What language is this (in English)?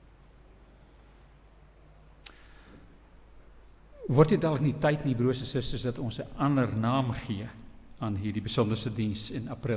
Afrikaans